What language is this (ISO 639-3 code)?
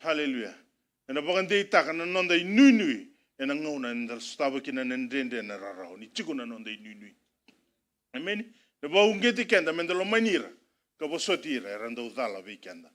fij